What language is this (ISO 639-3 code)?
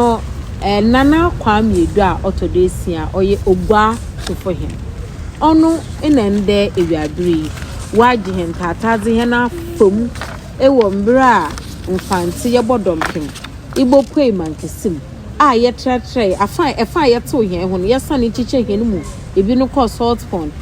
aka